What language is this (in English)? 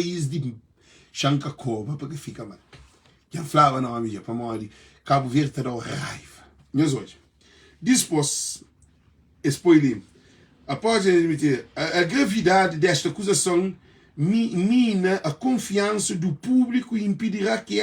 Kabuverdianu